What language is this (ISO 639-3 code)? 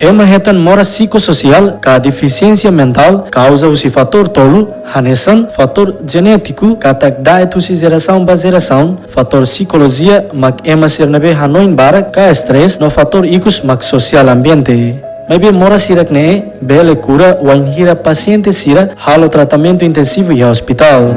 tet